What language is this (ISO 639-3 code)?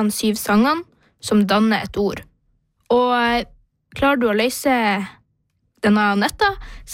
nor